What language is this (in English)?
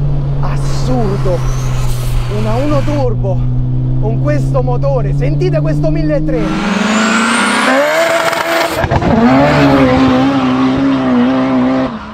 Italian